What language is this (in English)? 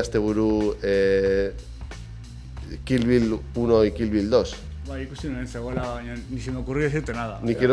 Basque